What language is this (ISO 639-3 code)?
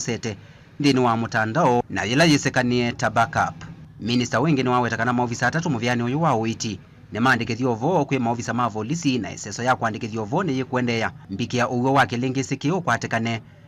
kam